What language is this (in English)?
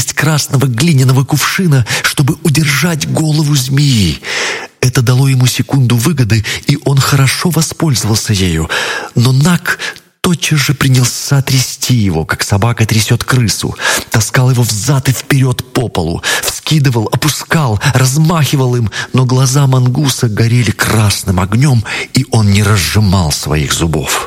Russian